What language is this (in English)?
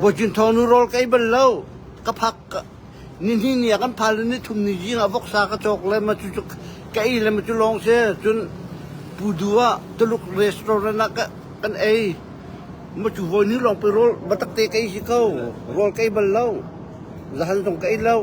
Hakha Chin